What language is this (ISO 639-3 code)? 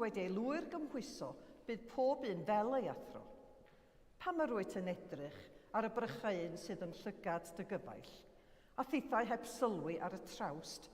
cym